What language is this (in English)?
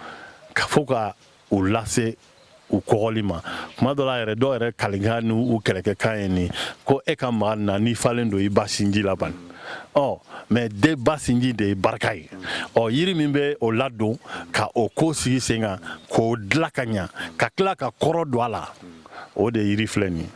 Bambara